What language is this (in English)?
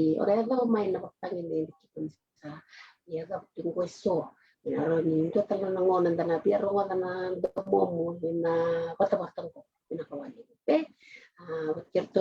Fijian